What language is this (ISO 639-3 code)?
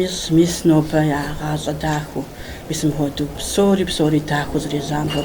kbd